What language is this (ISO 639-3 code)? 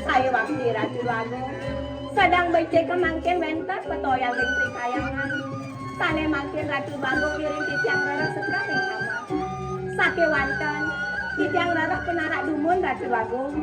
ban